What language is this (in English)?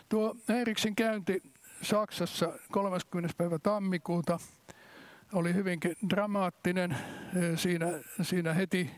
Finnish